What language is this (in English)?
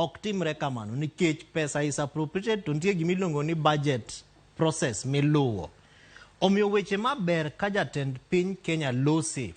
Luo (Kenya and Tanzania)